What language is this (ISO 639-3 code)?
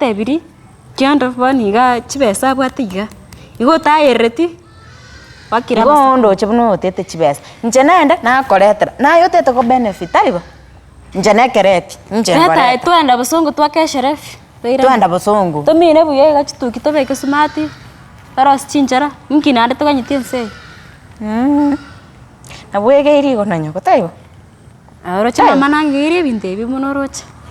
guz